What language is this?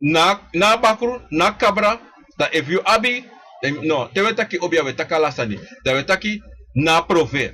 Sranan Tongo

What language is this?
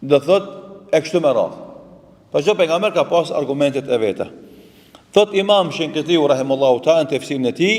Albanian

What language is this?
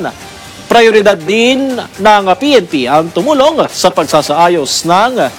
Filipino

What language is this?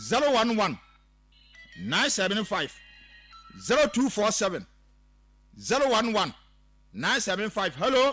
Akan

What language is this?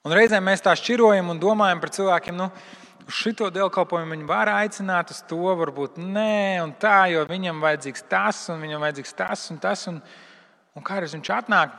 Latvian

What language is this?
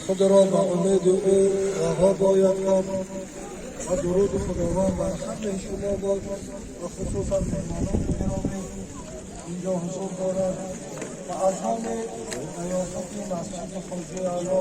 Tajik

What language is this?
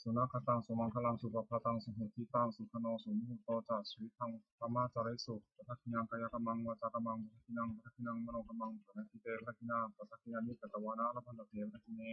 Pali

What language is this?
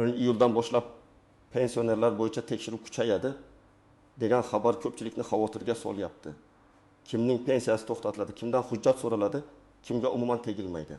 Uzbek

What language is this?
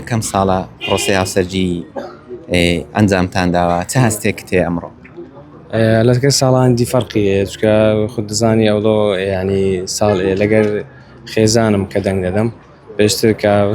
Central Kurdish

